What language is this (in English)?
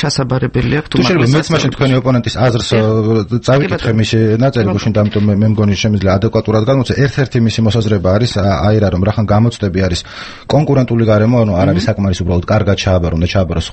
Georgian